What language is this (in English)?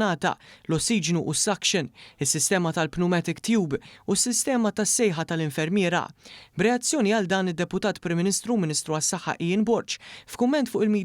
Maltese